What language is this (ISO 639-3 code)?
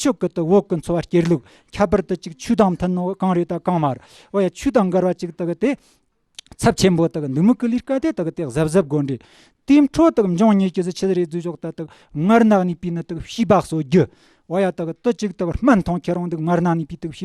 bod